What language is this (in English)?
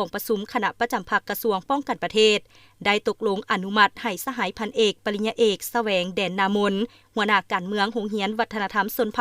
Lao